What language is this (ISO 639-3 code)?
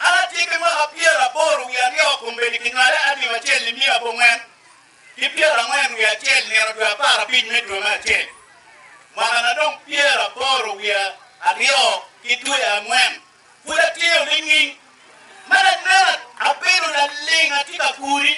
ach